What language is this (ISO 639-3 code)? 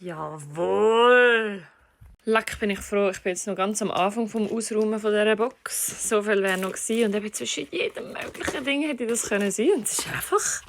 gsw